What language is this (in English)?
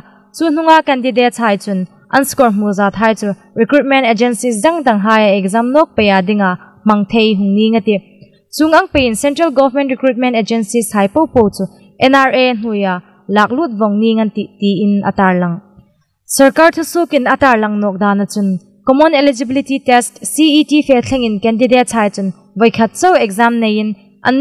Hmar